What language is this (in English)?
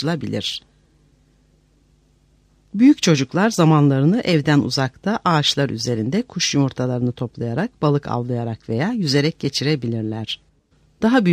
Turkish